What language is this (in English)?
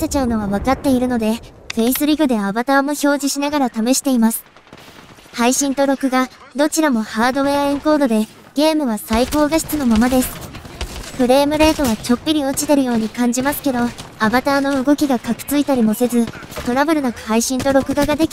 Japanese